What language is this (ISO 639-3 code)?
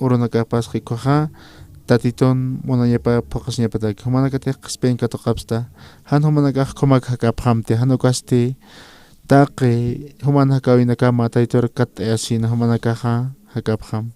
aym